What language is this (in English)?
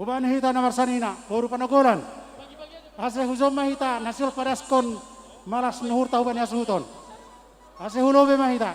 Batak Simalungun